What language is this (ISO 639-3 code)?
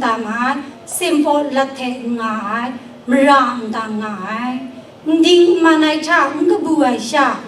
kac